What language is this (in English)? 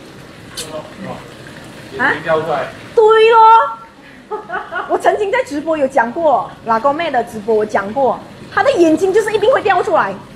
Chinese